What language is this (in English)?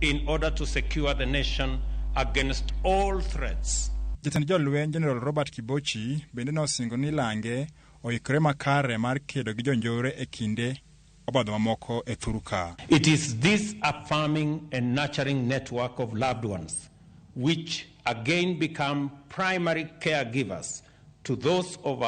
Luo (Kenya and Tanzania)